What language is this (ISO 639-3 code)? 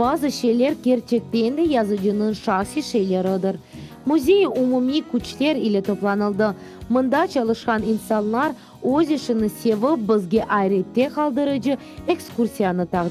crh